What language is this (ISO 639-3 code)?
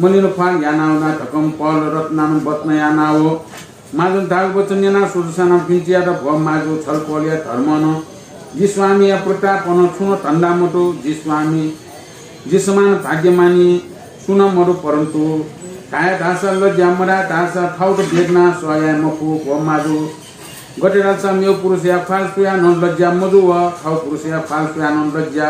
new